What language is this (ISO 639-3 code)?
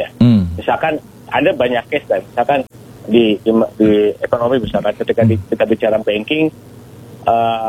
ind